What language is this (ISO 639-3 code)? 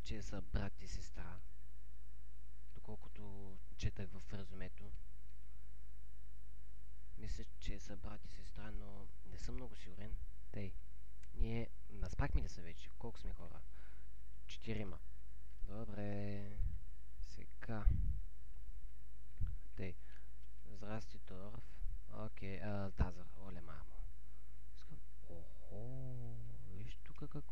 bul